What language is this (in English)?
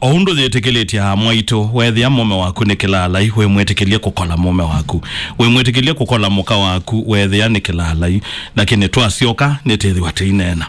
Kamba